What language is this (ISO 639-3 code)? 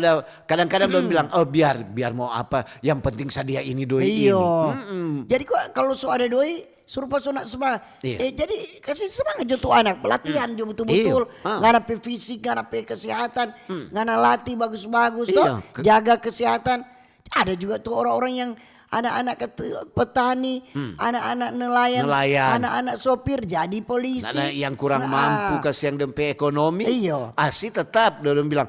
xmm